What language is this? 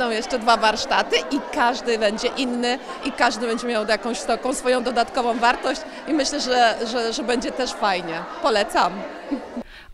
Polish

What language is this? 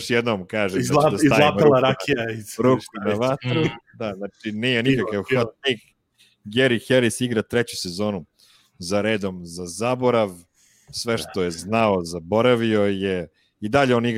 Serbian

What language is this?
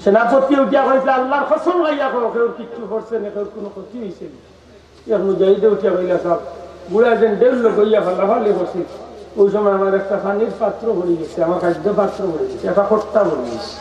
Sylheti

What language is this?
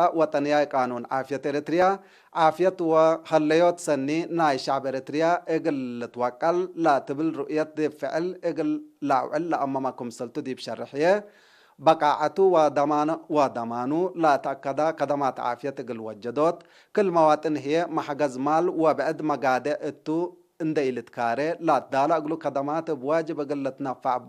Tigre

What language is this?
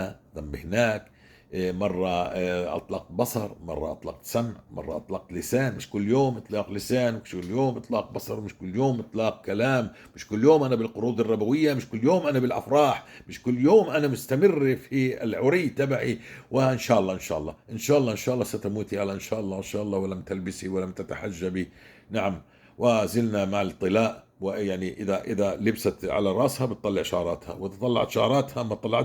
North Levantine Arabic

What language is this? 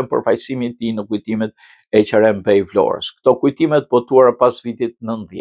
Albanian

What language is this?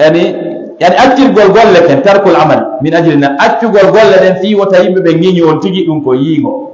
Fula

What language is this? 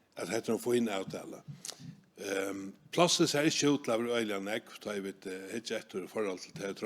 Faroese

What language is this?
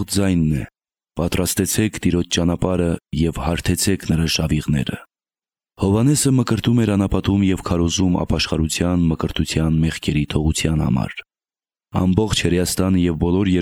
Armenian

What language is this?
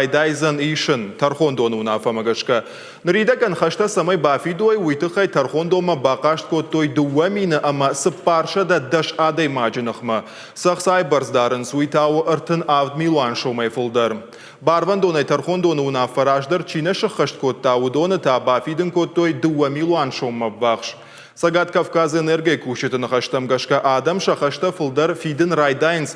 Ossetic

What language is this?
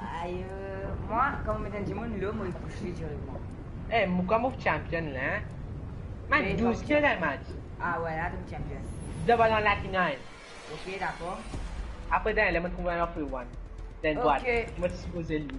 Morisyen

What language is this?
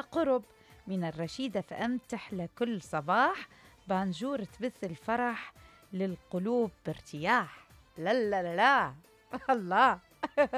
Mesopotamian Arabic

